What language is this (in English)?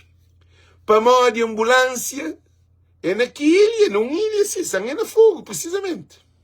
Kabuverdianu